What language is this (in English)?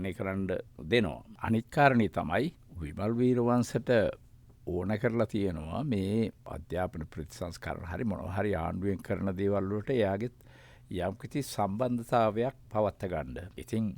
Sinhala